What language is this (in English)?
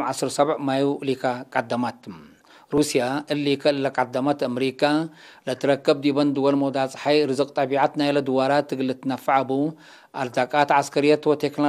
Tigre